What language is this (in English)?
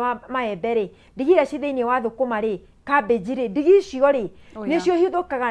Kikuyu